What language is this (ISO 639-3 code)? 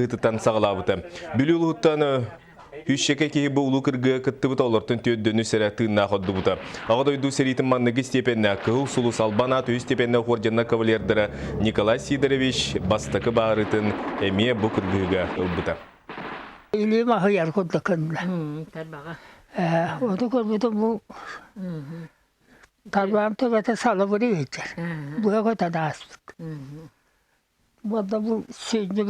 sah